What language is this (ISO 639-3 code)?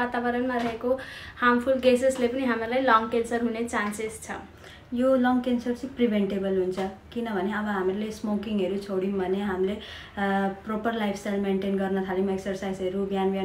nep